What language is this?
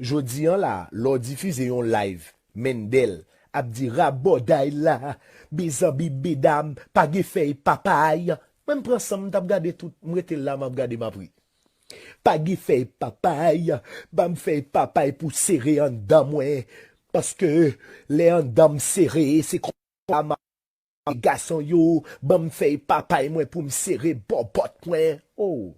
Haitian Creole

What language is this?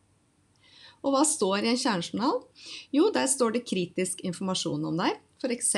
Norwegian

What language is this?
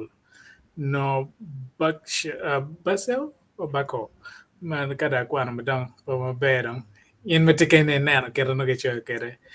Acoli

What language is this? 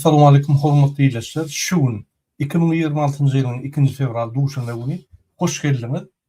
Turkmen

